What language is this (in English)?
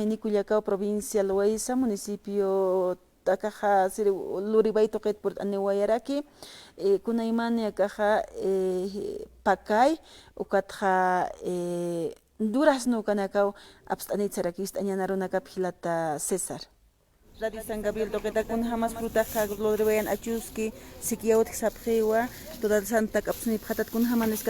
Aymara